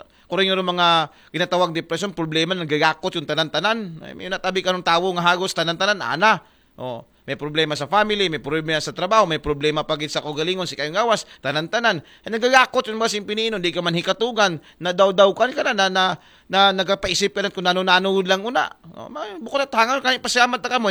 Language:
Aklanon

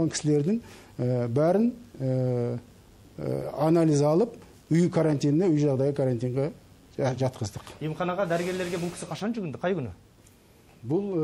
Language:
Kazakh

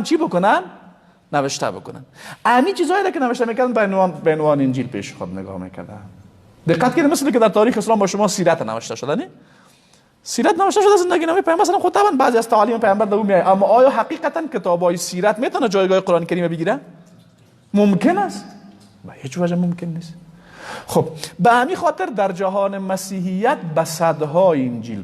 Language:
Persian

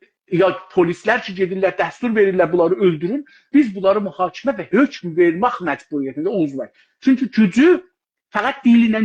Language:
South Azerbaijani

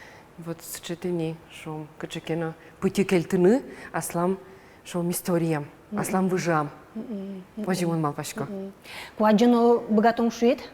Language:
Udmurt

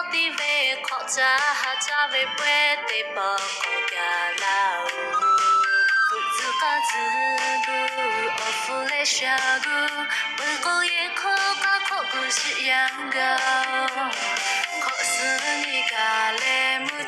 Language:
Lahu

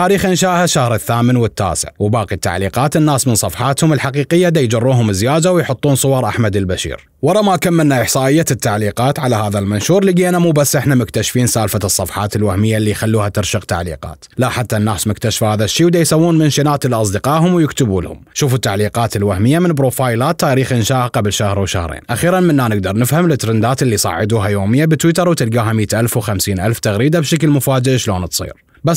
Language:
Mesopotamian Arabic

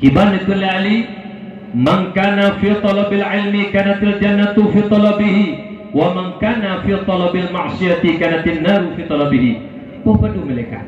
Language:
Achinese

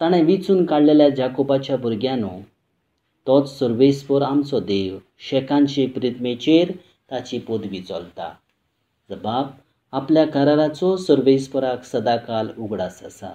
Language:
Konkani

